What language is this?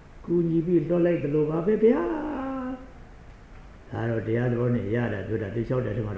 Burmese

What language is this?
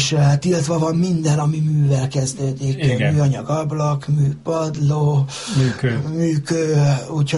Hungarian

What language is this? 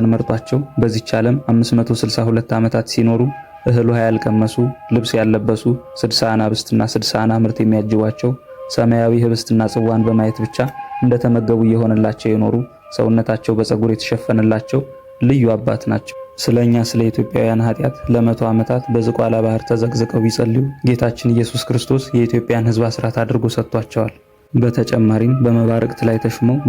Amharic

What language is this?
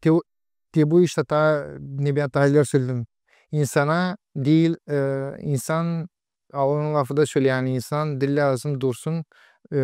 Gagauz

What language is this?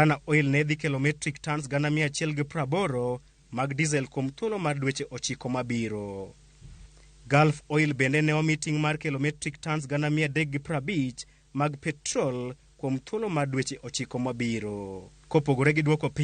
Luo (Kenya and Tanzania)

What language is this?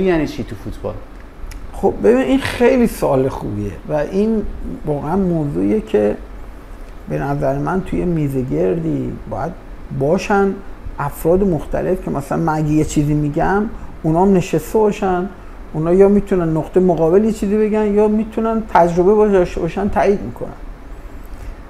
Persian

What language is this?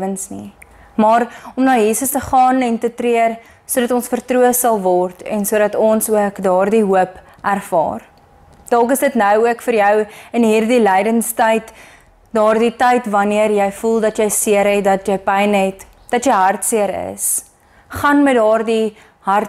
Afrikaans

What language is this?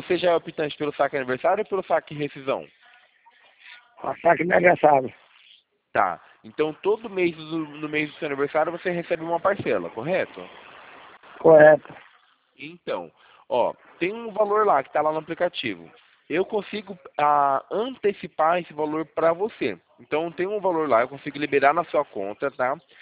Portuguese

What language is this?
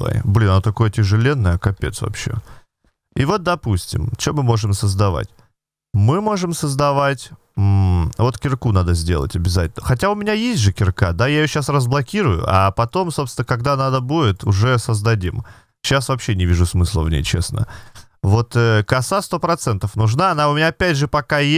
Russian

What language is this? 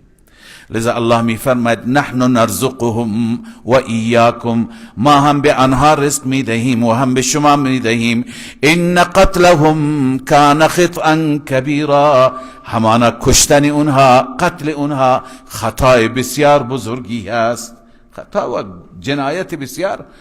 Persian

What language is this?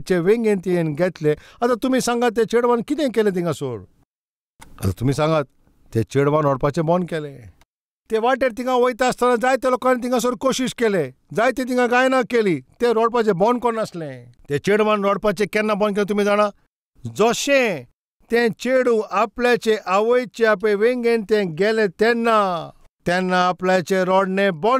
Konkani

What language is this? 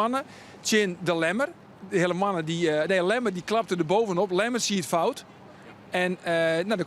Western Frisian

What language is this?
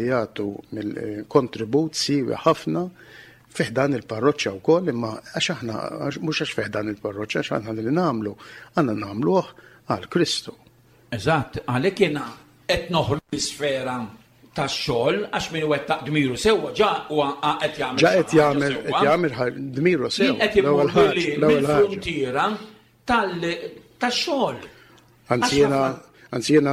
Maltese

